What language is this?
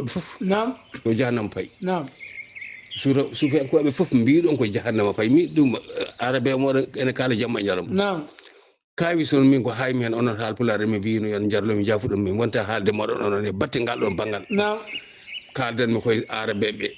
Fula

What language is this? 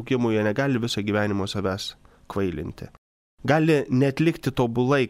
Lithuanian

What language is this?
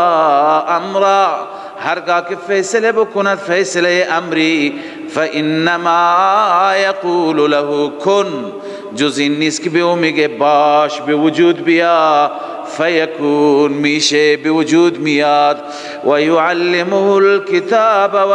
Persian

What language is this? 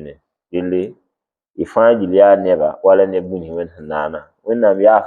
Mossi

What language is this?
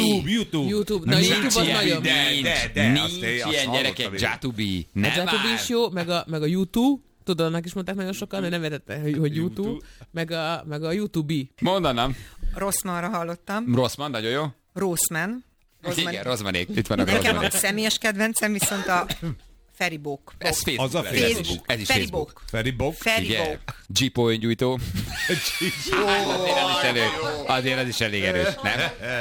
Hungarian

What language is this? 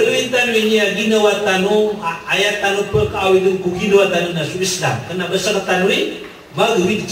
Maranao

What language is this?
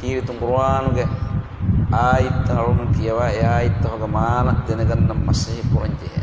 Divehi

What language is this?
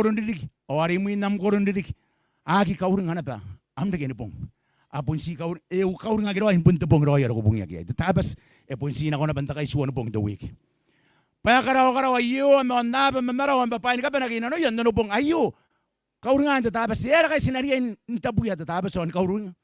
Gilbertese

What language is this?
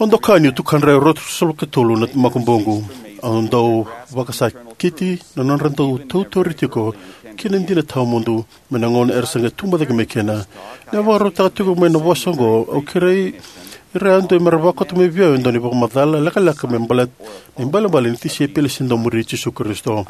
Fijian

